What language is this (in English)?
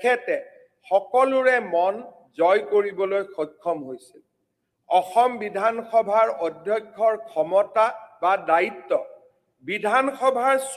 Assamese